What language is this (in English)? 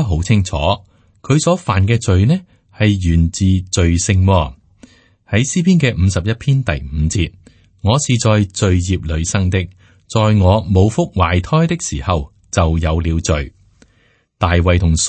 Cantonese